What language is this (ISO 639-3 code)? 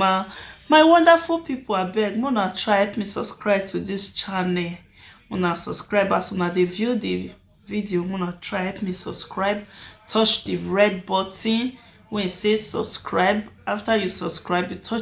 pcm